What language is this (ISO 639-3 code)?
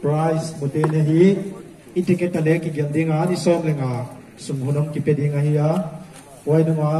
pck